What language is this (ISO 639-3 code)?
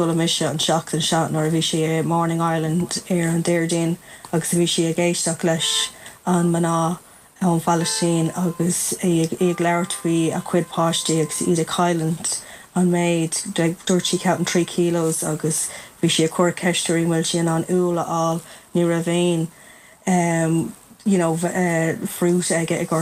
gle